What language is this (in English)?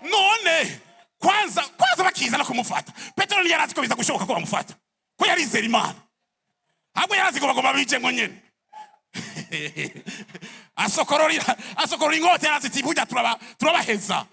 Rundi